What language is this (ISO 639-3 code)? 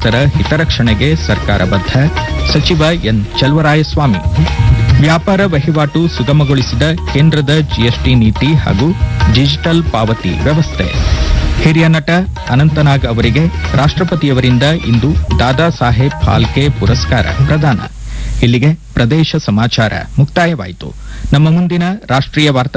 kan